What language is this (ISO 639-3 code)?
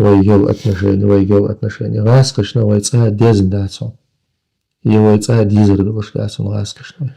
che